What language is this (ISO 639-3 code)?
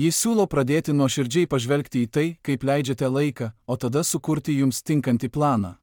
lit